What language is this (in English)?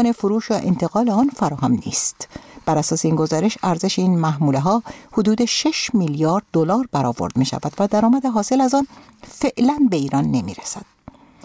Persian